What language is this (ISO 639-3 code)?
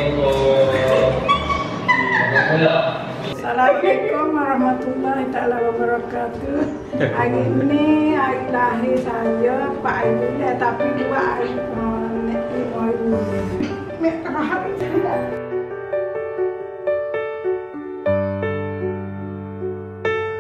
msa